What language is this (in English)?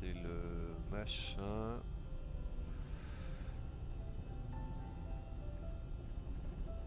French